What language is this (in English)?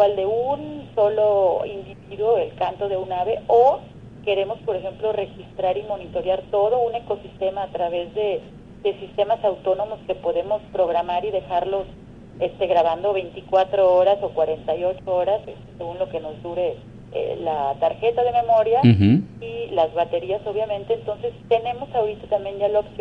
Spanish